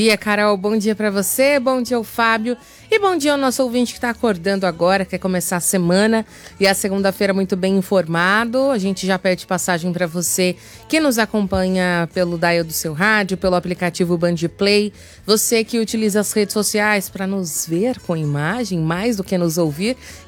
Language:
Portuguese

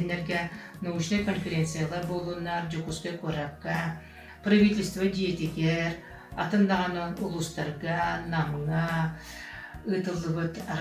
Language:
Yakut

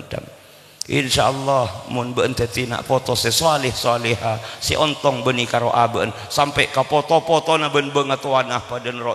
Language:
Madurese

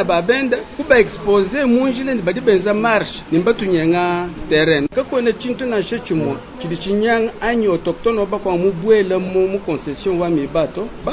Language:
Luba-Lulua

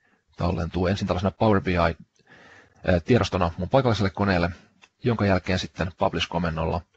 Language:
Finnish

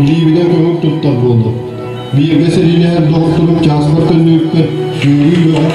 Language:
Yakut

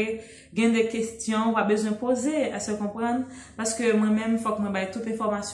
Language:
Haitian Creole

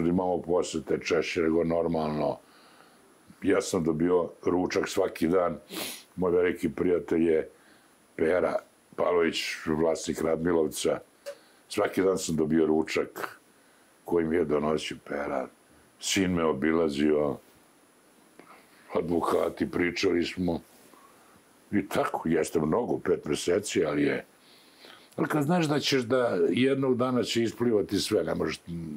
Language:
Serbian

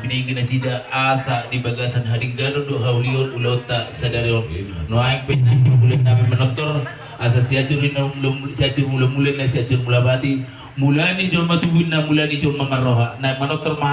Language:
Batak Toba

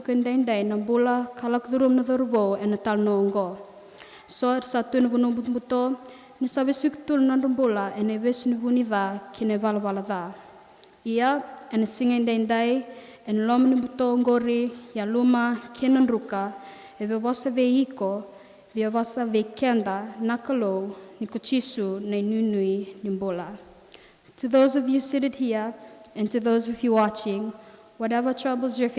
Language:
Fijian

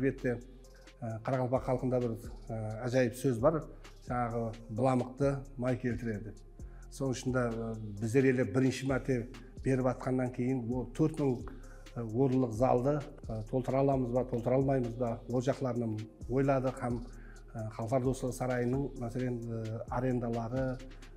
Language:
Kara-Kalpak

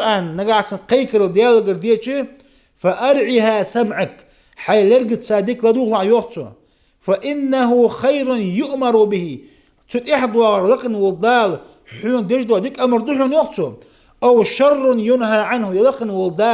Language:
Ingush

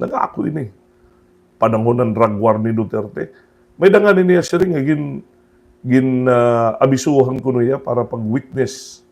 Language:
Waray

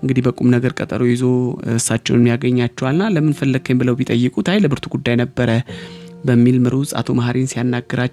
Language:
Amharic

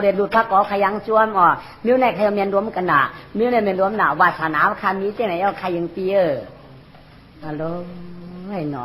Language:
Shan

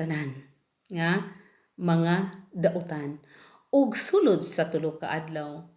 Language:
Cebuano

